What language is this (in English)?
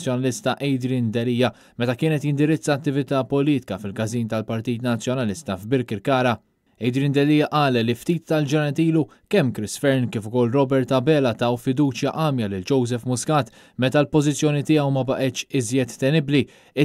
Maltese